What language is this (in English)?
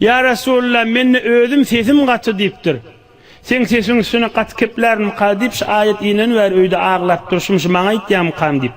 Turkmen